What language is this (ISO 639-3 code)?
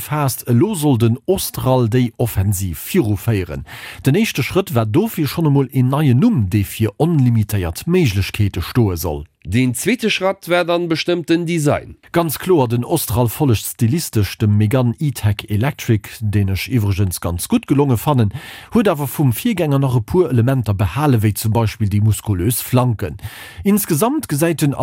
ltz